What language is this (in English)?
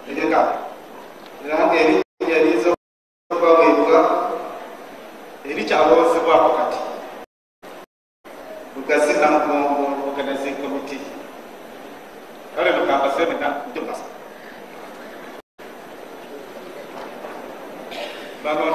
Ganda